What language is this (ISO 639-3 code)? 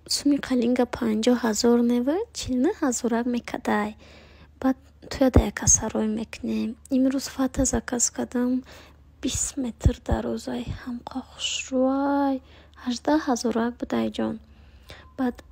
tgk